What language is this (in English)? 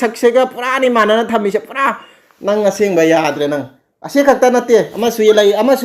Manipuri